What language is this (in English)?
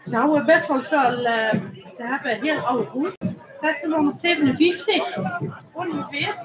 Limburgish